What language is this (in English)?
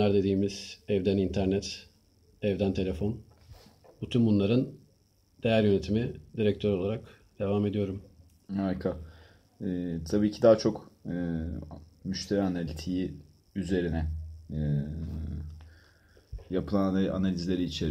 Turkish